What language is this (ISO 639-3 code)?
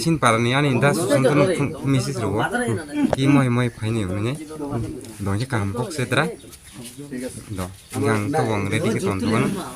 trp